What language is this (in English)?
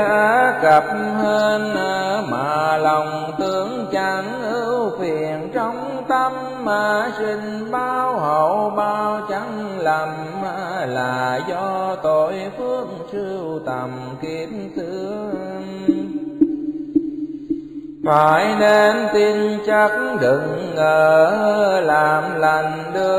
Vietnamese